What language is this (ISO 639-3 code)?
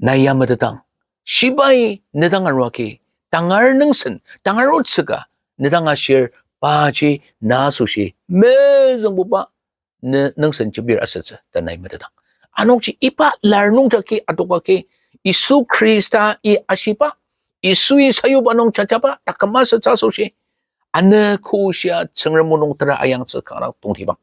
njo